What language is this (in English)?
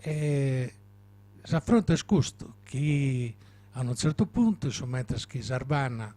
Sardinian